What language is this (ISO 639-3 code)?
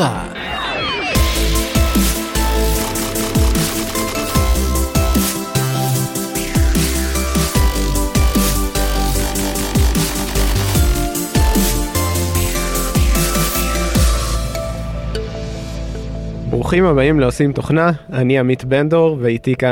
heb